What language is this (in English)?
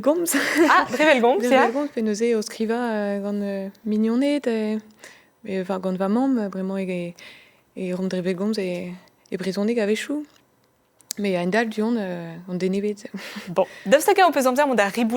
Breton